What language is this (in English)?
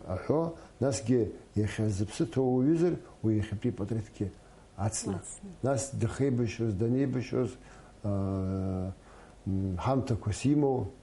Abkhazian